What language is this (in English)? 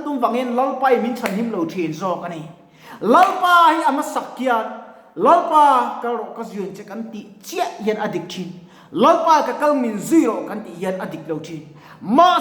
Mizo